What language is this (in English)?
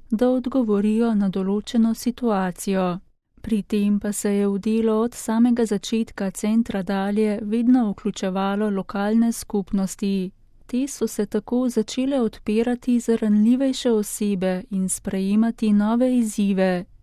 Slovenian